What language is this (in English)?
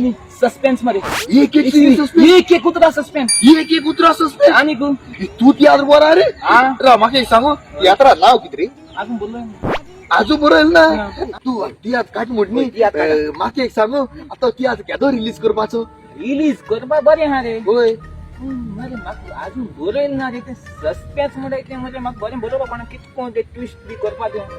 Konkani